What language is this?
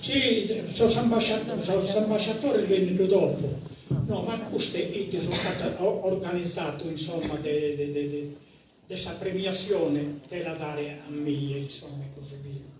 Sardinian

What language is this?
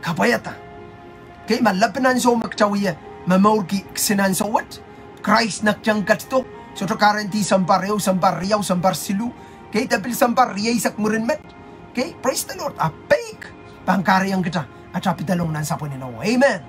Pohnpeian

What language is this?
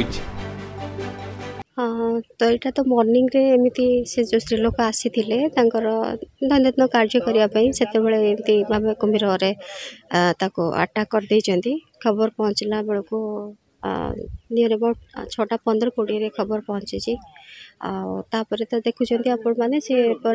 Odia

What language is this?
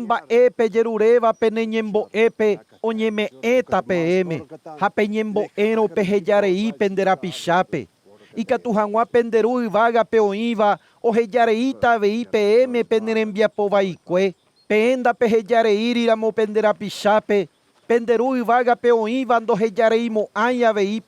Guarani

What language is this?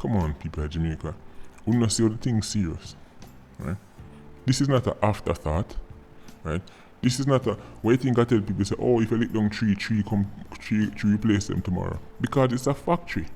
Jamaican Creole English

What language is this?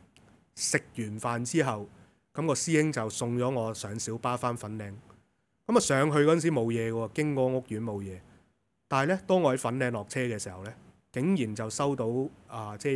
Cantonese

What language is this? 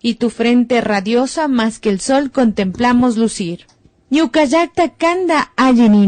Imbabura Highland Quichua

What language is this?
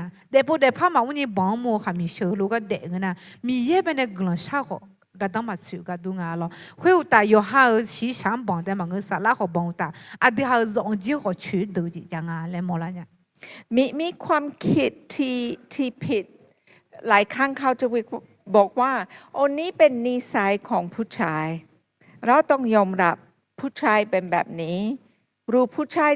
Akha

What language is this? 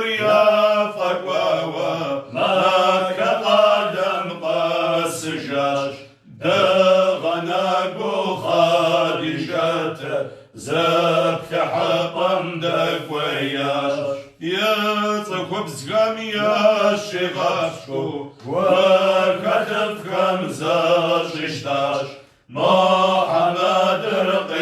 Kabardian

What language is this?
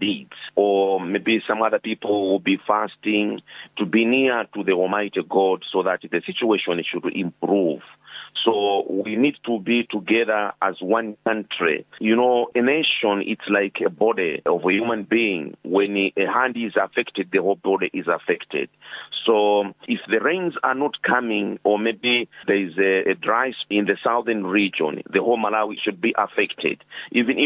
English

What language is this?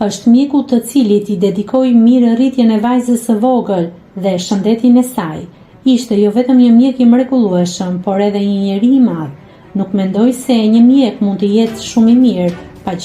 Albanian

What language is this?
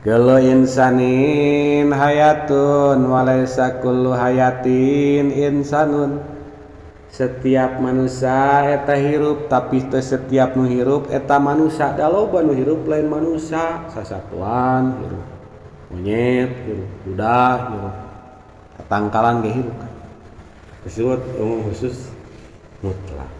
Sundanese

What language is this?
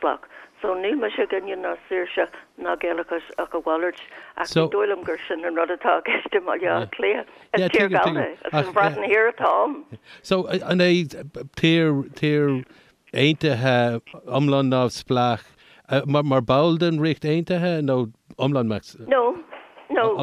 Irish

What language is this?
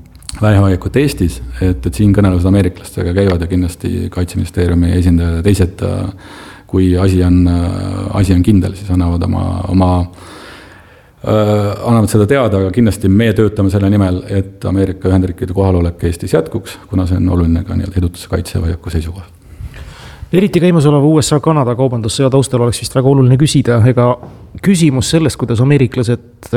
Estonian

